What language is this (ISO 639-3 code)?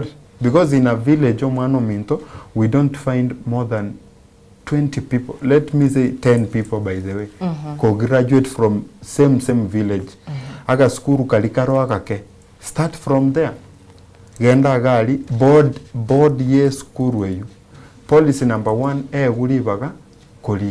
guz